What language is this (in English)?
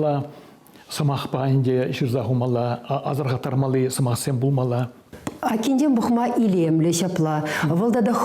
Chuvash